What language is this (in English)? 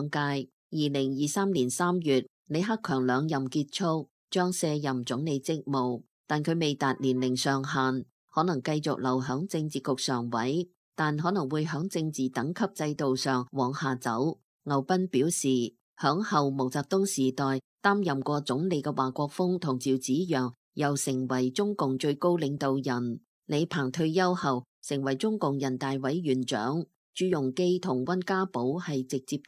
Cantonese